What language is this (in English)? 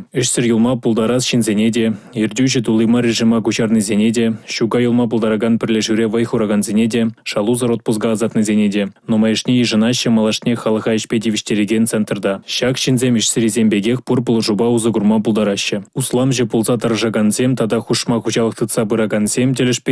Chuvash